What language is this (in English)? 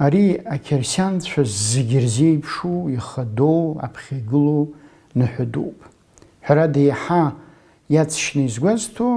Abkhazian